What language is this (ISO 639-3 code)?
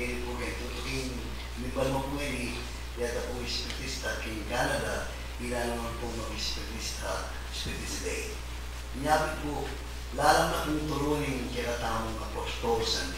pam